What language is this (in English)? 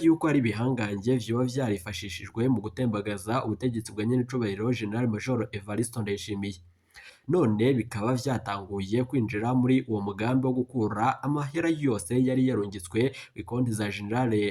Rundi